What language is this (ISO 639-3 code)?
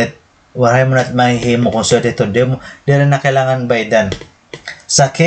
war